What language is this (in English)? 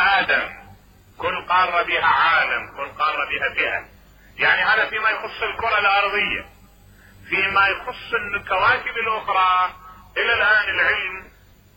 Mesopotamian Arabic